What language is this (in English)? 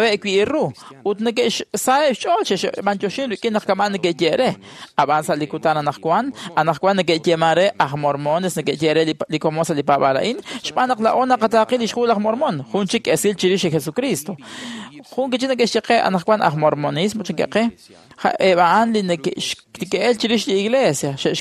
Kekchí